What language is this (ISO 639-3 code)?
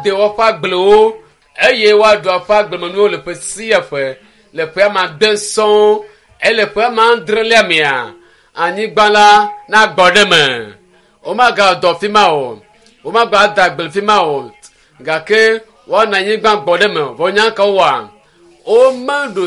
ewe